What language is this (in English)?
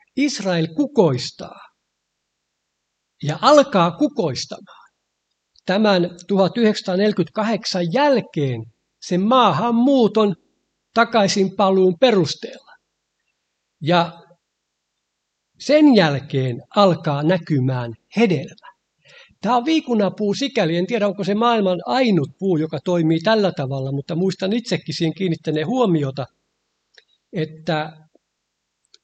Finnish